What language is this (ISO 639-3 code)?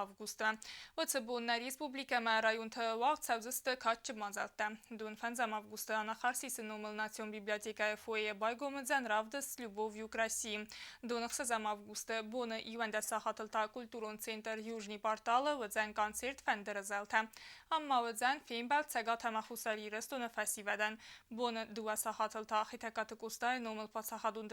oss